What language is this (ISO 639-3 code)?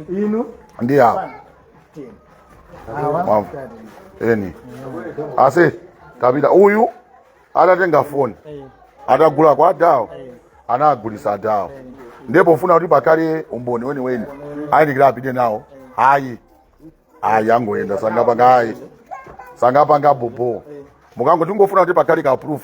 nya